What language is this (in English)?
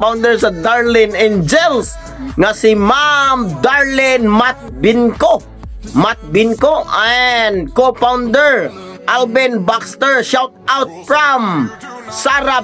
Cebuano